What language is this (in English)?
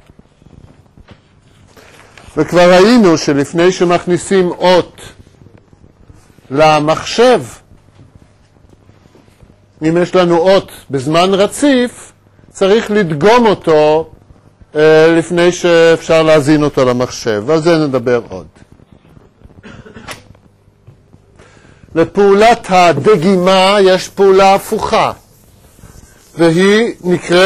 Hebrew